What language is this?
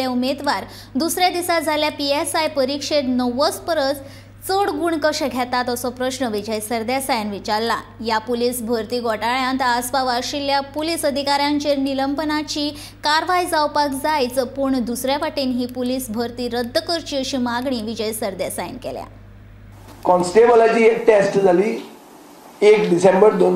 Konkani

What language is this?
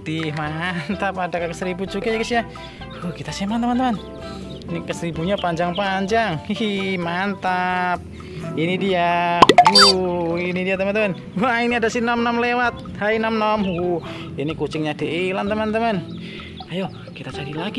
Indonesian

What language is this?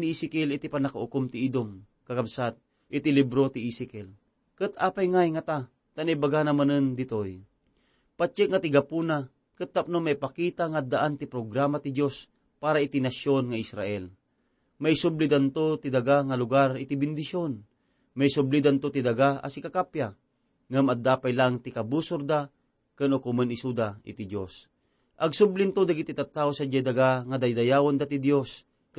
Iloko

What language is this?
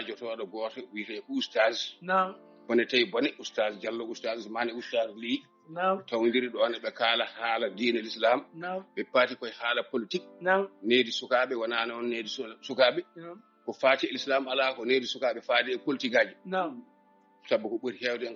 Fula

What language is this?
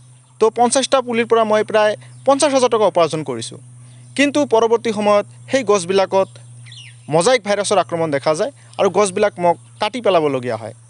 Assamese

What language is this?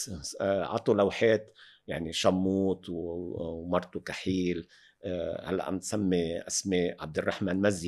North Levantine Arabic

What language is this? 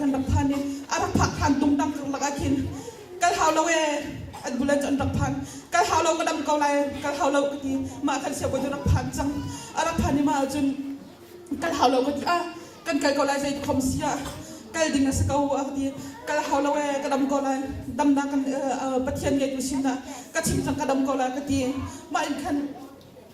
Hakha Chin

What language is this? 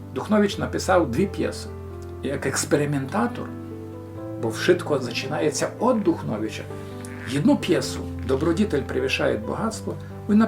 Rusyn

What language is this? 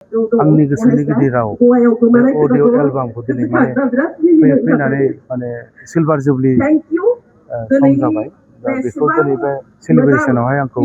Bodo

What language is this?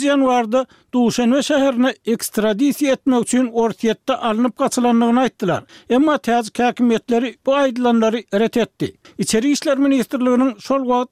Turkmen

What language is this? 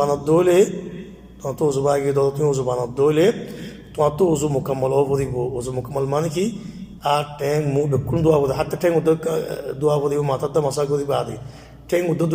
Rohingya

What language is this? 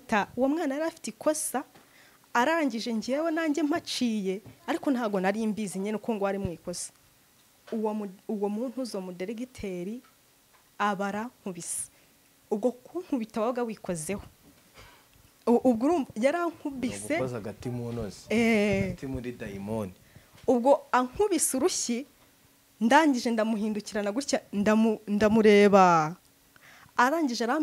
Kinyarwanda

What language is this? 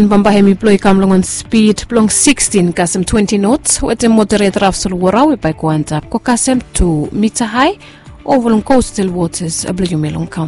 Bislama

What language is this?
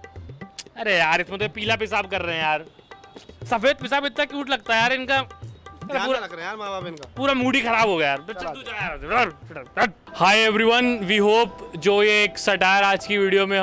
Hindi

